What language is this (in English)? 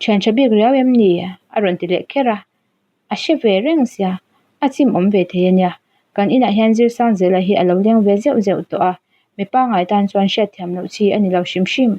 Mizo